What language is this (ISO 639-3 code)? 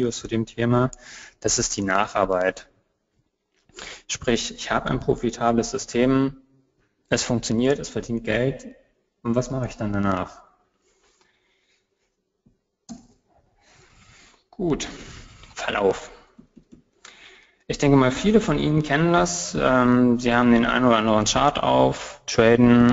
deu